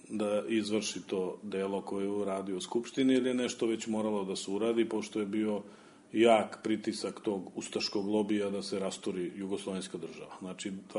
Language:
Serbian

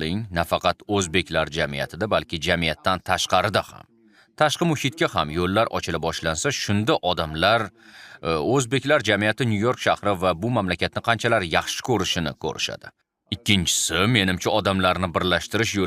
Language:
Uzbek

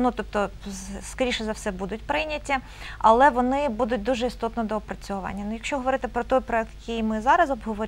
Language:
Ukrainian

